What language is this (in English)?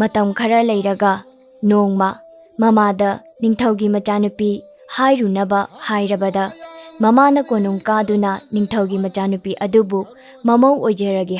Manipuri